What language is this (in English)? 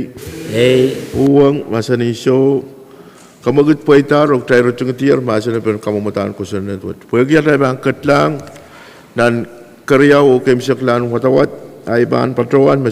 Pohnpeian